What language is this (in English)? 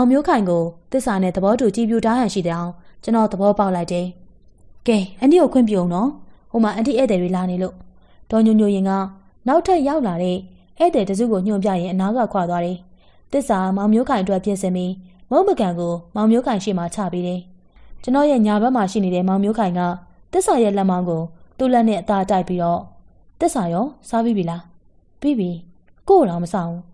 Burmese